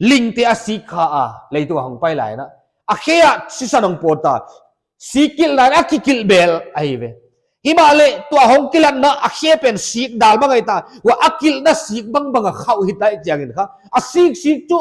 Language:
Paite Chin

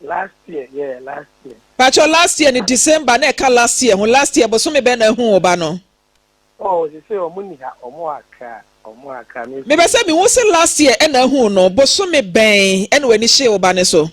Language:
Akan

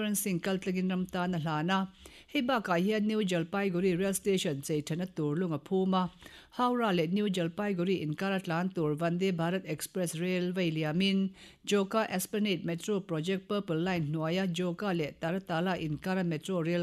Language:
Mizo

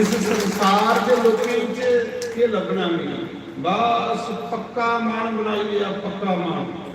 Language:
Dogri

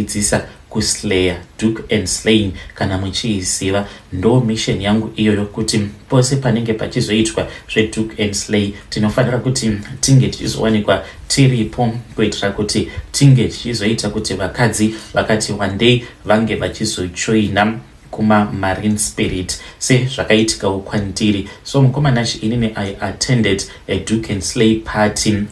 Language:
Shona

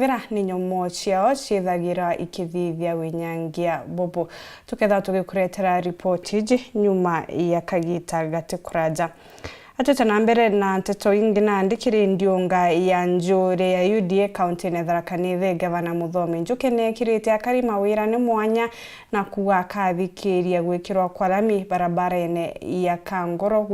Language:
Meru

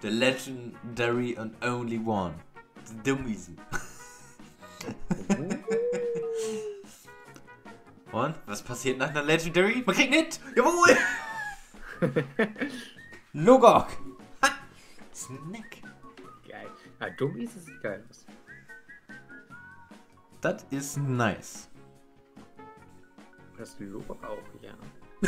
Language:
German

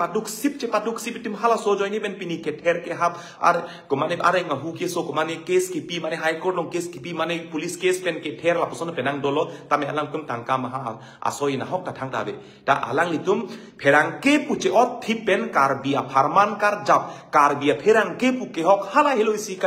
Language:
Karbi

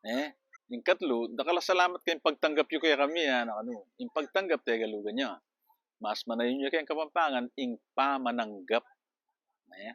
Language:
Pampanga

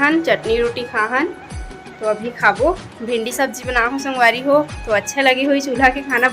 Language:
Chhattisgarhi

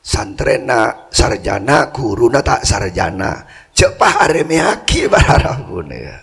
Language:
Madurese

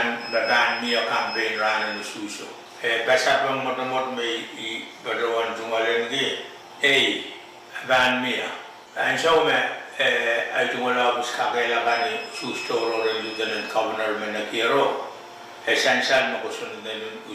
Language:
Pohnpeian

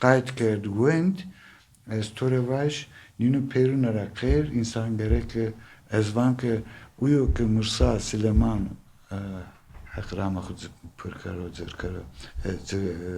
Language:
Zaza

